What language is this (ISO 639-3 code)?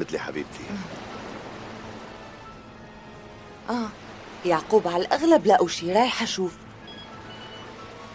apc